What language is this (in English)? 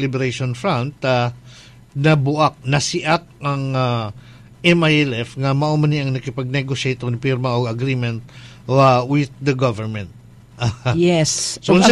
Cebuano